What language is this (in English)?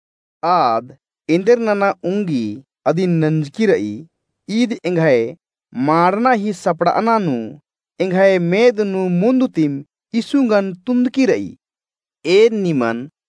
Kurukh